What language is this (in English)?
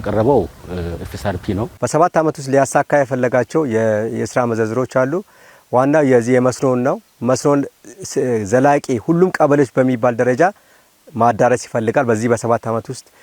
Amharic